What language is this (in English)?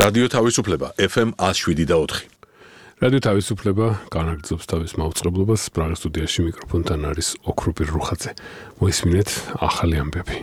Georgian